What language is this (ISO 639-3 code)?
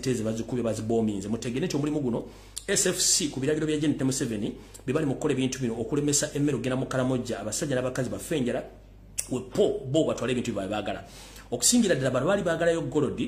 lug